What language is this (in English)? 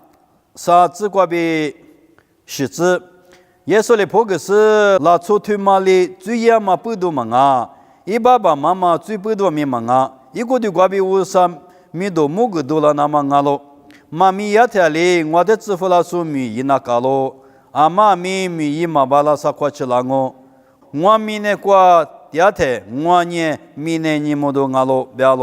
Lisu